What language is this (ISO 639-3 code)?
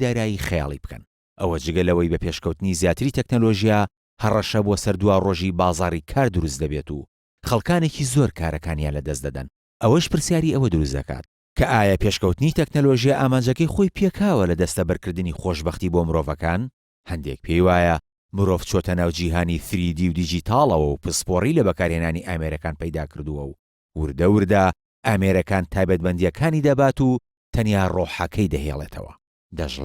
ckb